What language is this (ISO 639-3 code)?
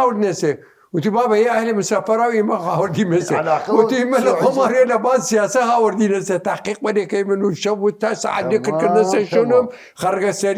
sdh